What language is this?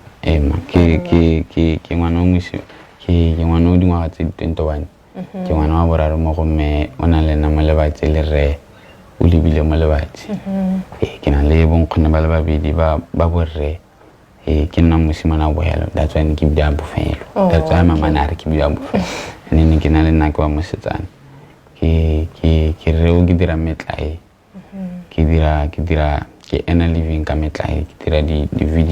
Tswana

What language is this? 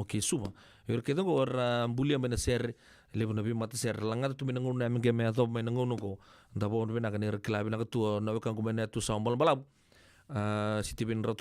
Fijian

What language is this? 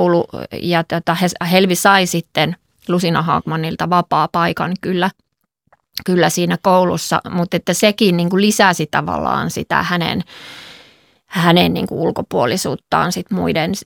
Finnish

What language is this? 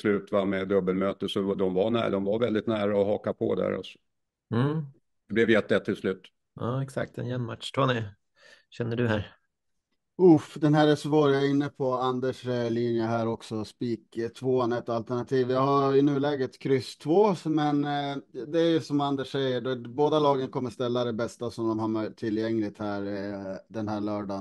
Swedish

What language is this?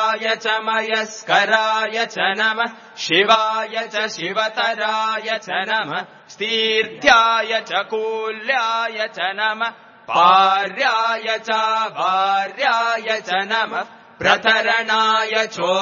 Sanskrit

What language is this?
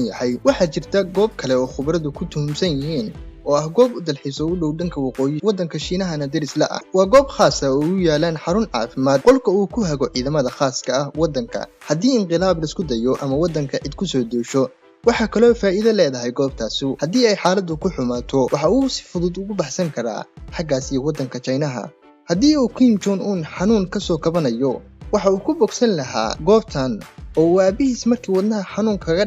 Somali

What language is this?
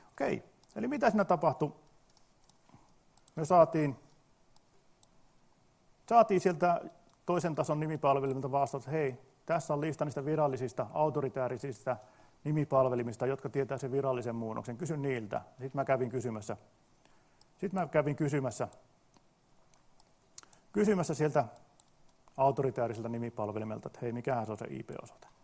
Finnish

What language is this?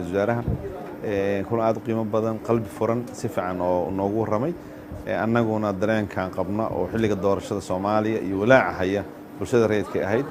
Somali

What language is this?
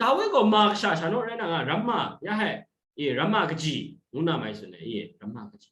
Kachin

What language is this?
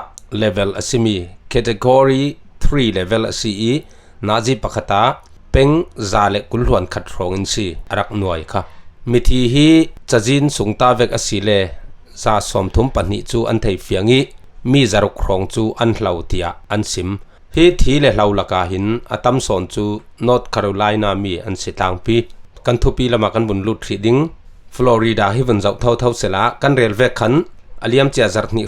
Falam Chin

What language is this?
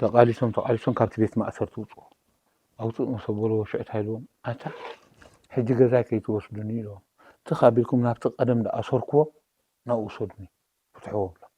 Tigrinya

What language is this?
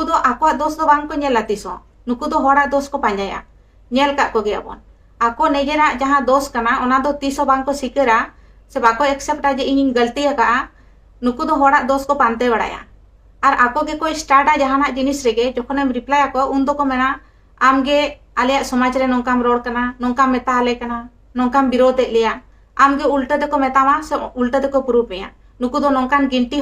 Santali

